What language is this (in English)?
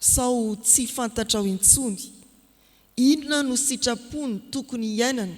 Malagasy